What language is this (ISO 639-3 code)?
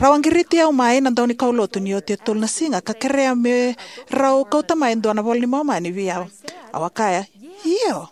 fij